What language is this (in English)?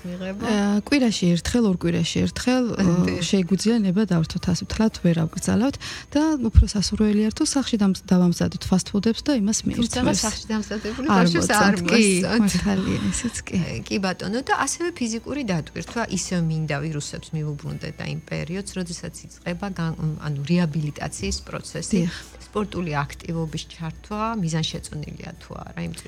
Georgian